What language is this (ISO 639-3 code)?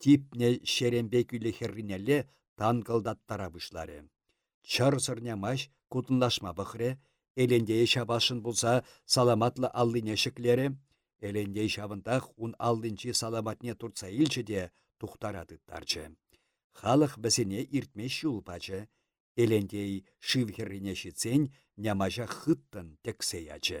chv